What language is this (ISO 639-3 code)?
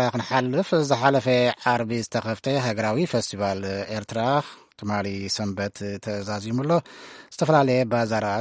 tir